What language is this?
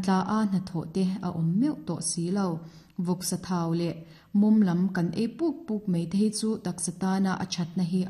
Mizo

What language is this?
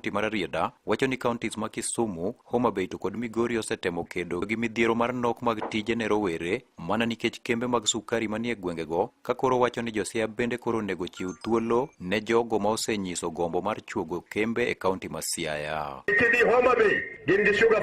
Luo (Kenya and Tanzania)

